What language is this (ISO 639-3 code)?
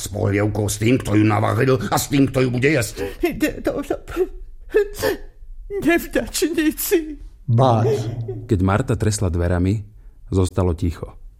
slk